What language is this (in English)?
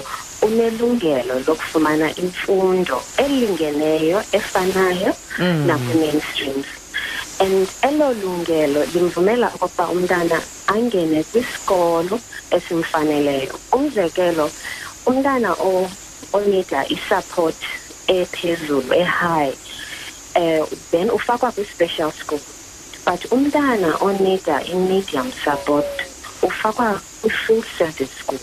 Xhosa